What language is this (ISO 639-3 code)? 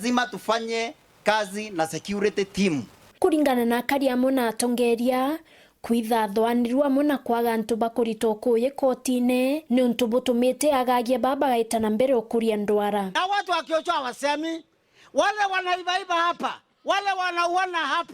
mer